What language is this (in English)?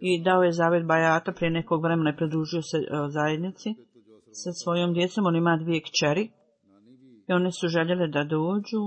Bosnian